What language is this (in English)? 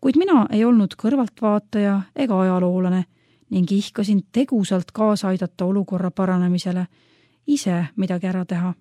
Estonian